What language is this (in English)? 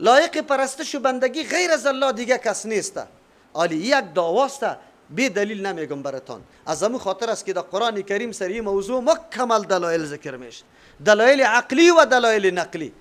Persian